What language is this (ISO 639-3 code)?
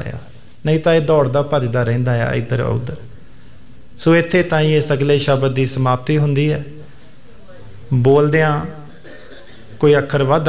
pan